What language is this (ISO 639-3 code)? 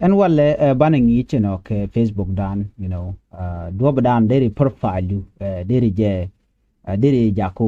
nus